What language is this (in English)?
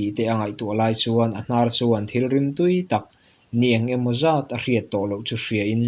Mizo